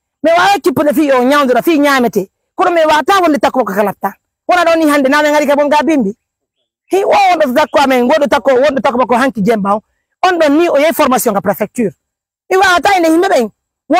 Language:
Pular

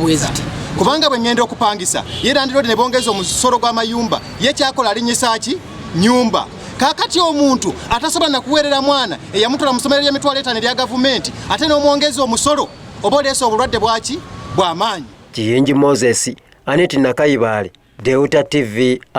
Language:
Ganda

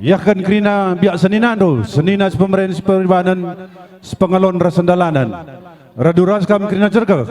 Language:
Batak Karo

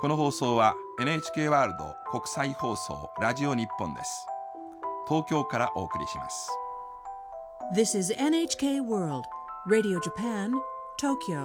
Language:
Japanese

